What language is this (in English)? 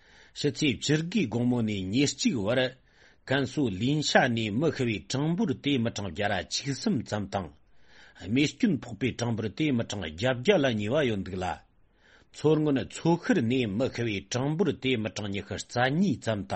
Tibetan